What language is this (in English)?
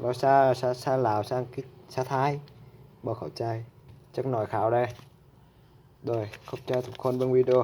Lao